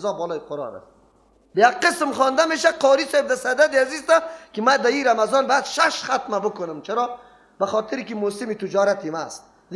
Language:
Persian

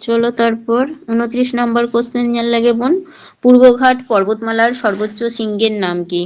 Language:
Santali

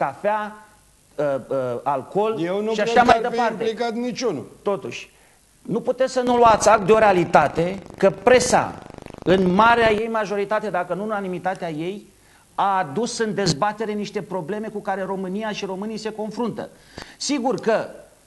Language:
Romanian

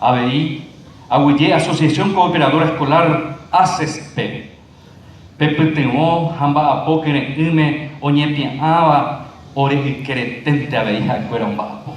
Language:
Guarani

